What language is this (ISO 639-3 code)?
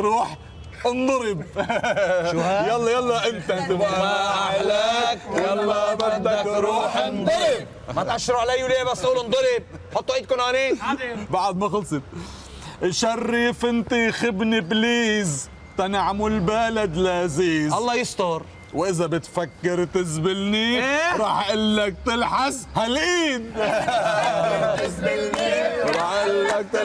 apc